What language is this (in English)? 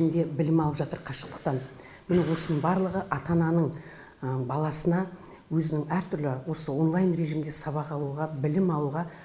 Kazakh